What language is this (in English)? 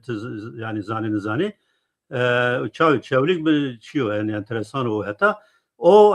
Zaza